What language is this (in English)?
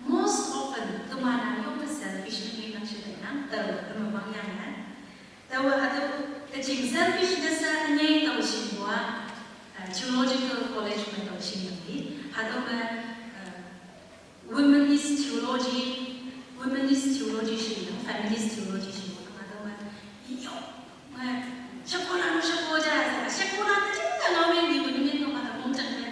Konyak Naga